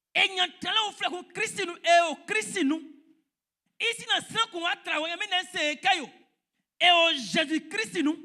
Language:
Baoulé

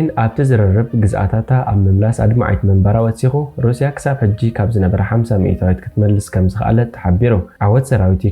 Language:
Tigrinya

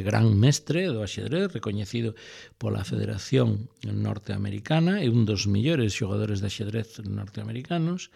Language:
Galician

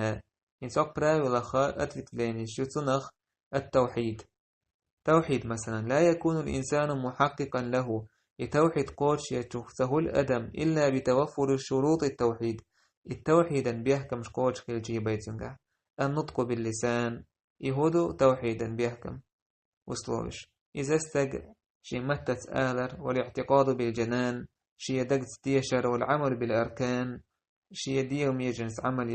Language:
Chechen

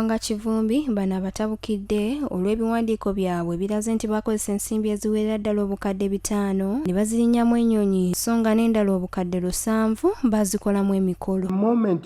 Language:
Ganda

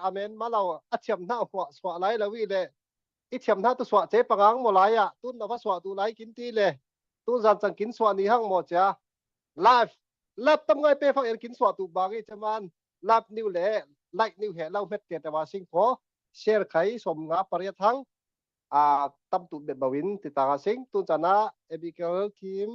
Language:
Falam Chin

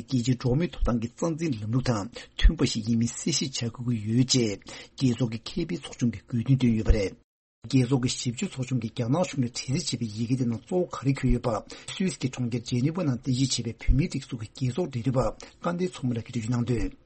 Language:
Tibetan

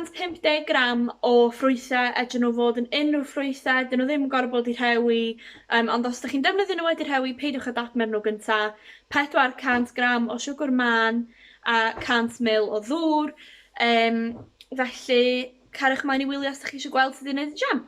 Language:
Welsh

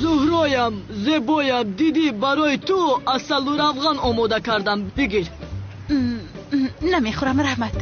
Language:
Tajik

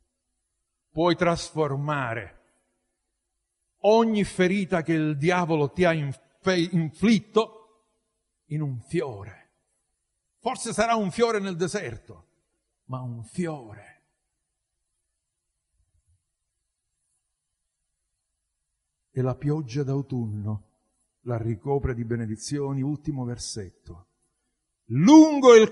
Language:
Italian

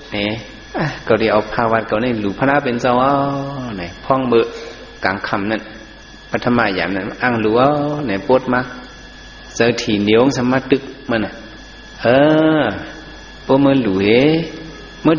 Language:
Shan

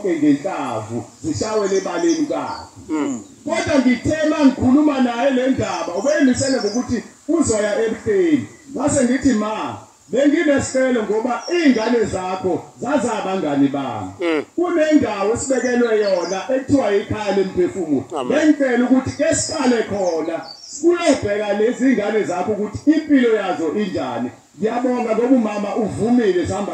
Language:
Zulu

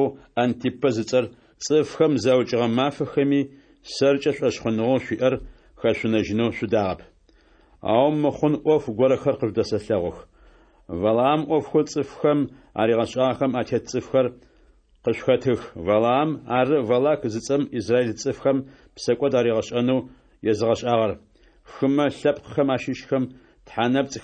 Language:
Adyghe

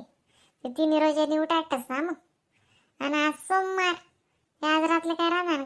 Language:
Khandesi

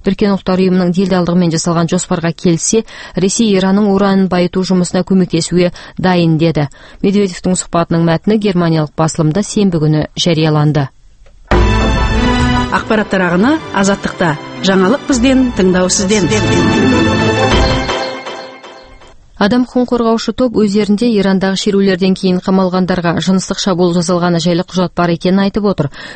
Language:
Kazakh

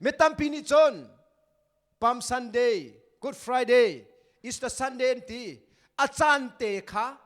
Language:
Hakha Chin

